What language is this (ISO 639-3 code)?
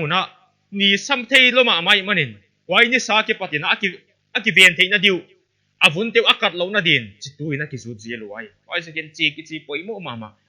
pck